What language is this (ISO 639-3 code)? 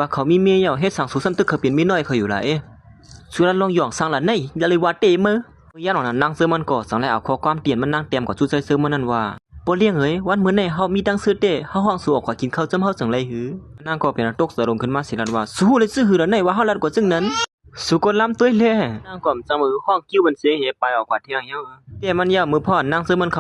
shn